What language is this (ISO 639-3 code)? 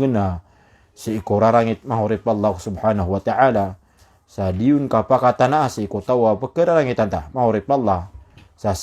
mrw